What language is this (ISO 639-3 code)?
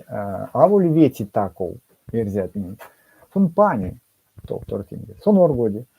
myv